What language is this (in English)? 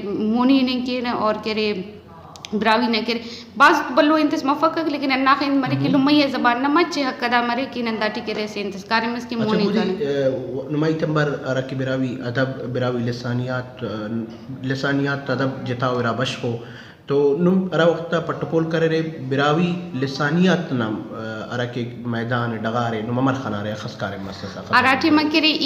Brahui